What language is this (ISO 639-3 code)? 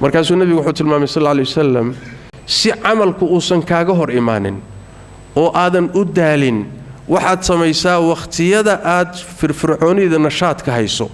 som